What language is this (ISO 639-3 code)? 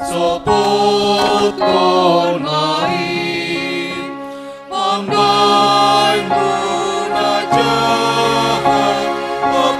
bts